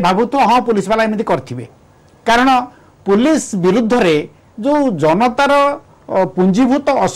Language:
Odia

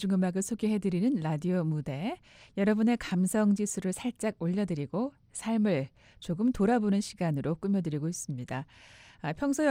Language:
Korean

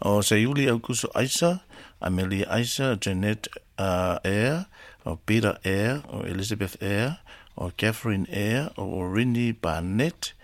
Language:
Samoan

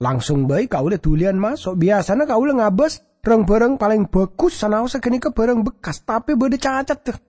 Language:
Madurese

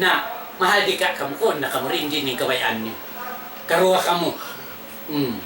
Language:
Tausug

